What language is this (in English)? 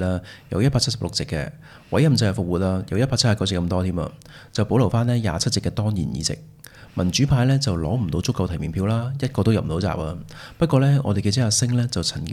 Cantonese